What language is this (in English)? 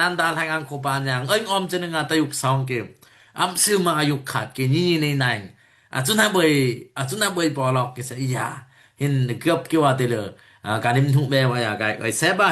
Daai Chin